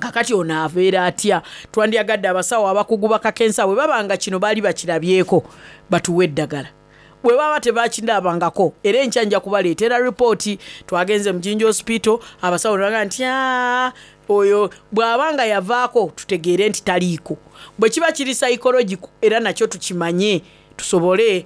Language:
Soga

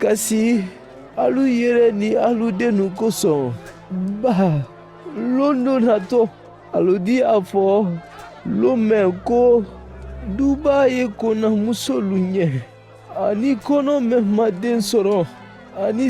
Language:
Mandingo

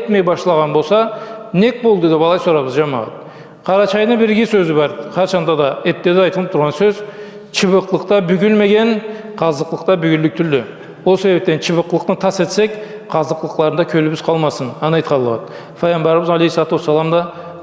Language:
Karachay-Balkar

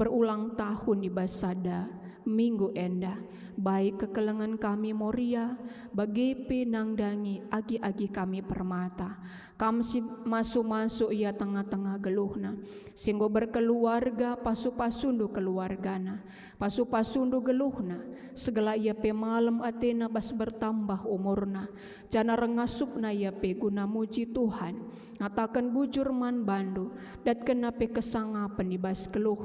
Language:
Batak Karo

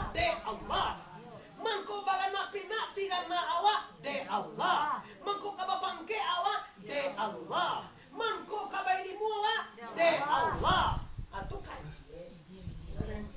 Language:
Minangkabau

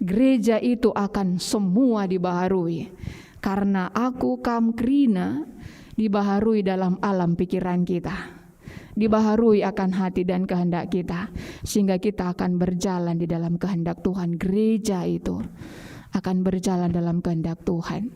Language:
Batak Karo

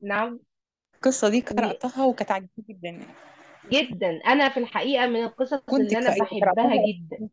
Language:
Egyptian Arabic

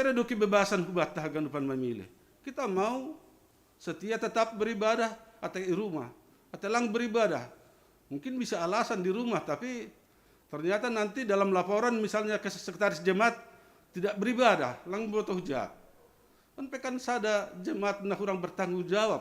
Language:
Batak Simalungun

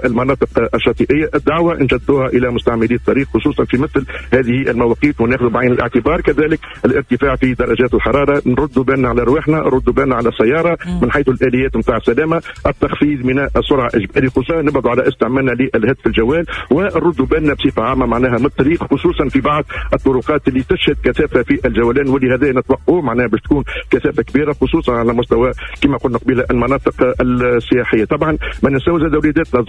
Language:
Tunisian Arabic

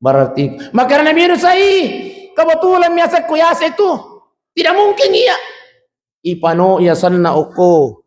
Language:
Buginese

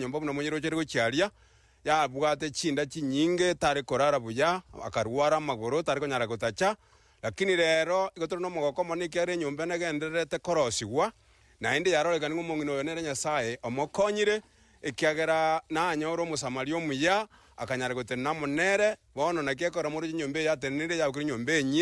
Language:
Gusii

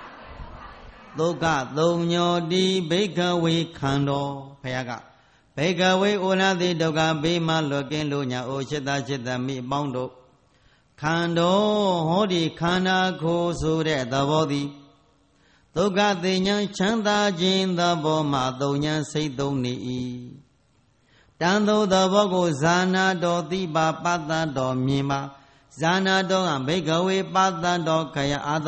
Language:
Burmese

